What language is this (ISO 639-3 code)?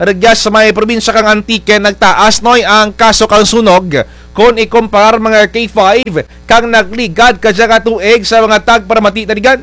krj